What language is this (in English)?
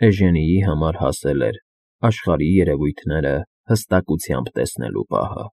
Armenian